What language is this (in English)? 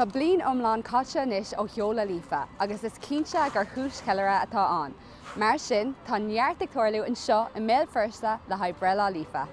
Irish